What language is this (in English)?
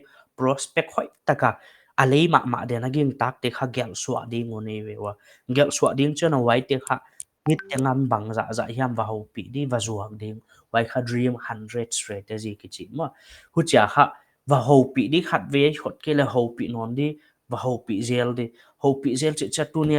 Paite Chin